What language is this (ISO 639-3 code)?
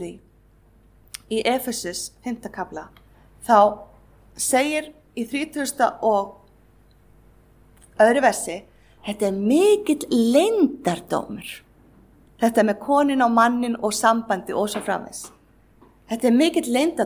isl